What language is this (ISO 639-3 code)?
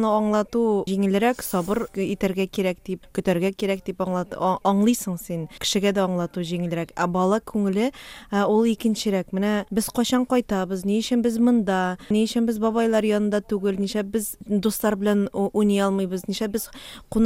tat